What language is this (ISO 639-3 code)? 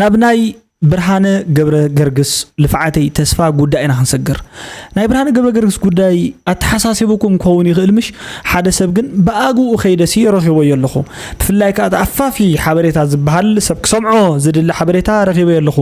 tir